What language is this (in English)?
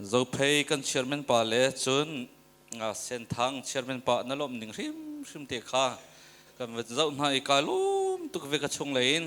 Hakha Chin